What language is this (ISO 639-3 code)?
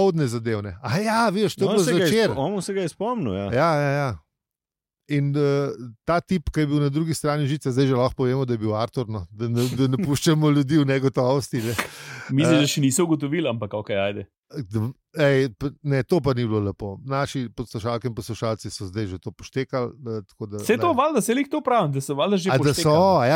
slv